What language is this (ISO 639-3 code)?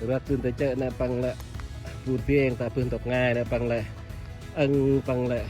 cmo